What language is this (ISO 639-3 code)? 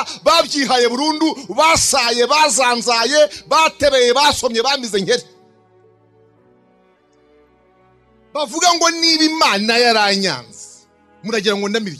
kin